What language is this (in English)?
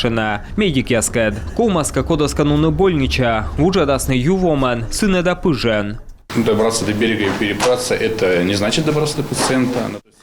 Komi